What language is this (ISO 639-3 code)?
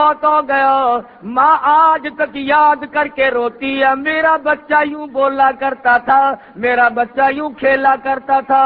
urd